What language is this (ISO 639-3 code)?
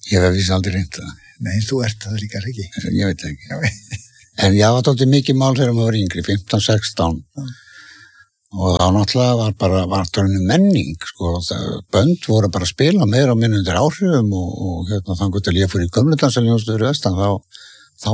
isl